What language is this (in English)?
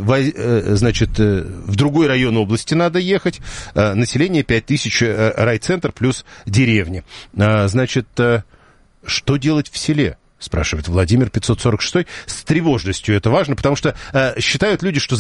Russian